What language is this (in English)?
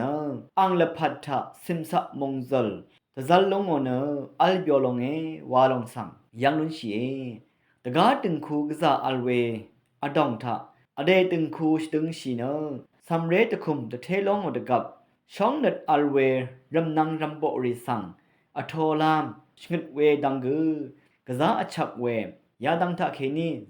Rawang